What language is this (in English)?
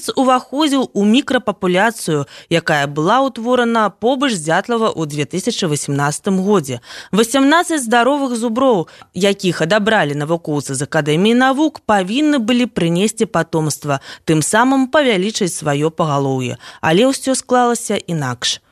Belarusian